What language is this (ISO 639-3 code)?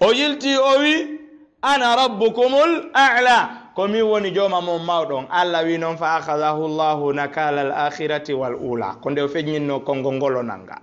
ful